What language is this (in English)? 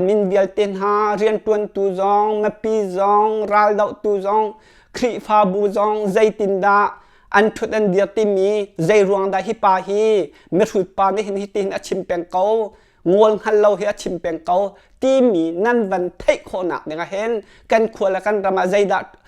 Hakha Chin